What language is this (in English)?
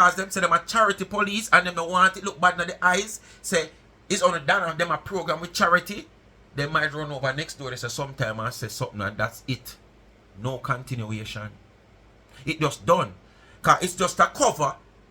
Jamaican Creole English